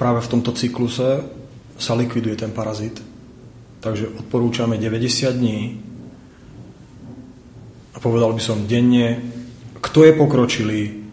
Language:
Slovak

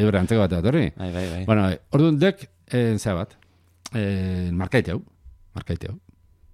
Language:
Basque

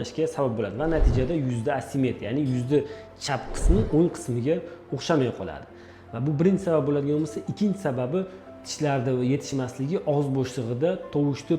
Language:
Uzbek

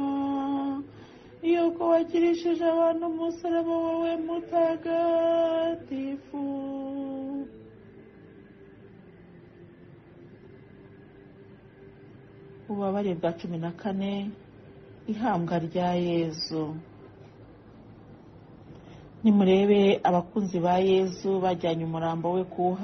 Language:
Kinyarwanda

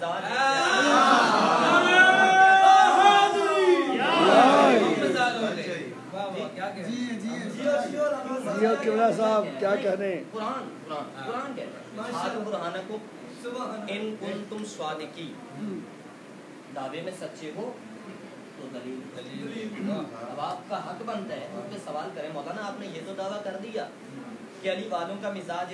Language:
Urdu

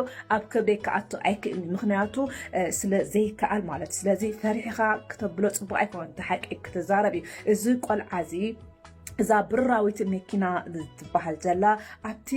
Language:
Tigrinya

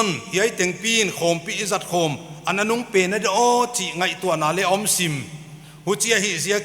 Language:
Paite Chin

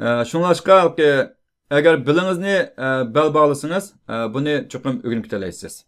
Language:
Uyghur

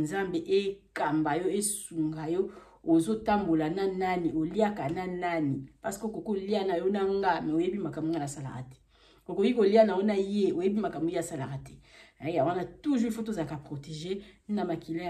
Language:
Lingala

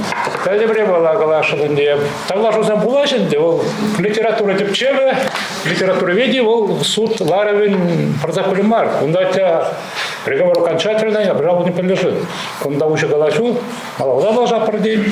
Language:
Chuvash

